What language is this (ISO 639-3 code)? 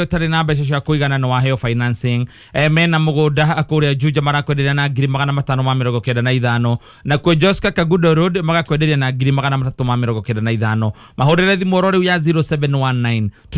kik